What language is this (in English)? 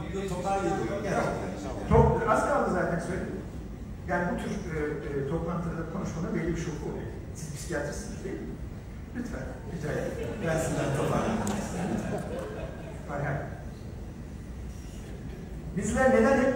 Turkish